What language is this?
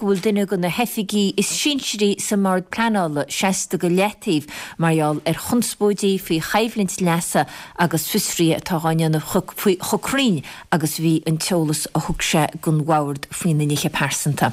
Irish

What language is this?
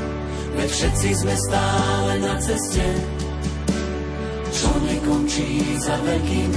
Slovak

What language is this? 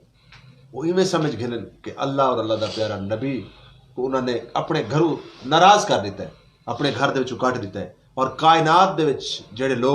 Saraiki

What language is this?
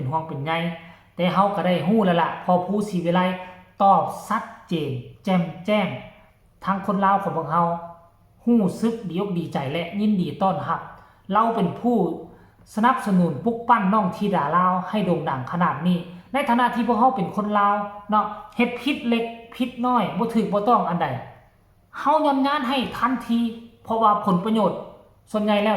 Northeastern Thai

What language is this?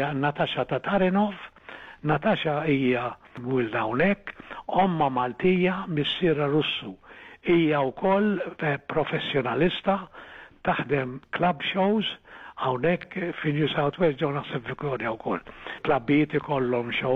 Maltese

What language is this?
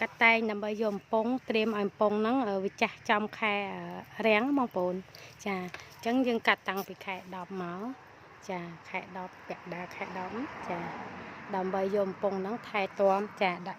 Khmer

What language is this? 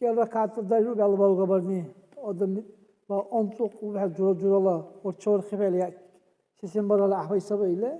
Dargwa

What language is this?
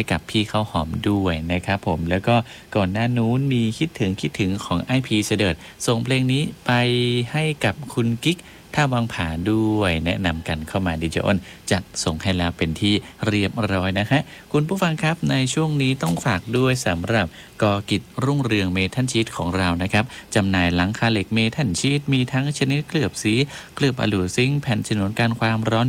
Thai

